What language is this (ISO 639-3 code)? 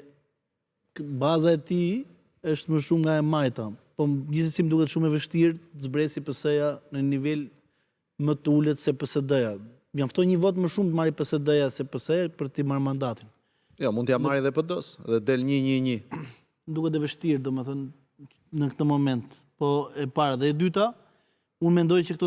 sqi